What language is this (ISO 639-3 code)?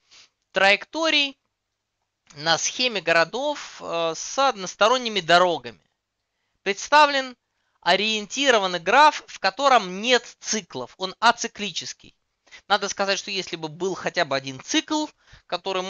rus